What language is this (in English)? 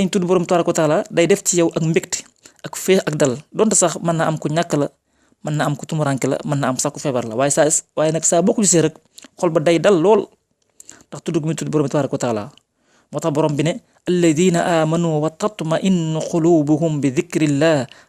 Wolof